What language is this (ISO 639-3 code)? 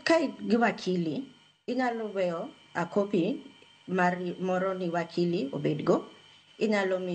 luo